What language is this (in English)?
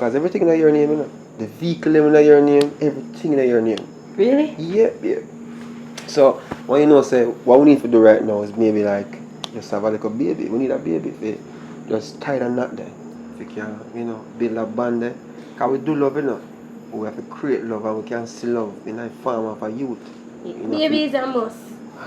Jamaican Creole English